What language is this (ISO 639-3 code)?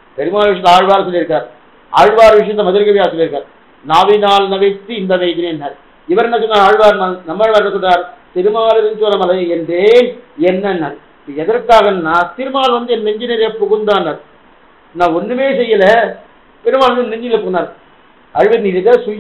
tam